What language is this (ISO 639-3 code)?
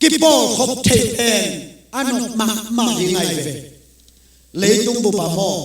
ctd